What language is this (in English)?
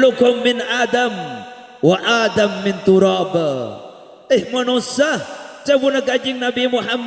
Madurese